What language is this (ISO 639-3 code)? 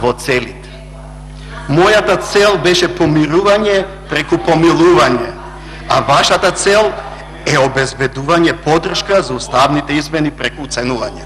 mkd